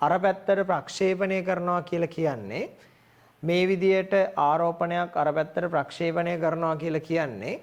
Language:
Sinhala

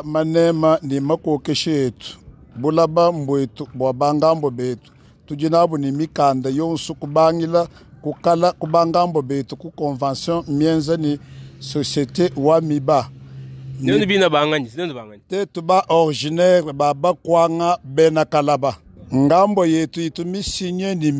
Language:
Luba-Lulua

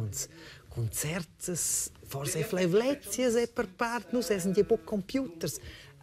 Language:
Romansh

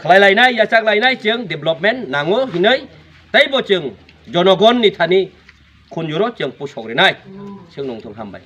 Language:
Kok Borok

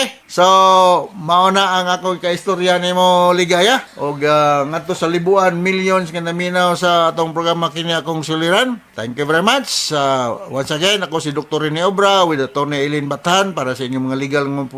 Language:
Cebuano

